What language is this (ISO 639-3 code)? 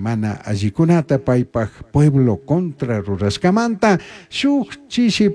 qug